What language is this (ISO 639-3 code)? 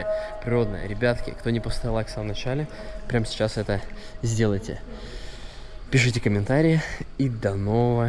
rus